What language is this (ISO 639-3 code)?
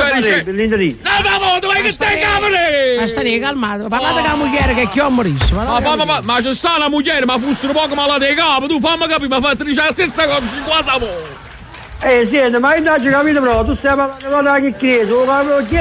nap